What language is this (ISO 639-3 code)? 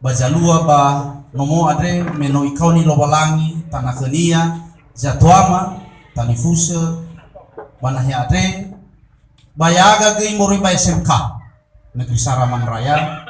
nia